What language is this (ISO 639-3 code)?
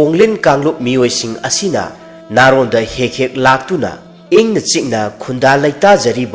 mni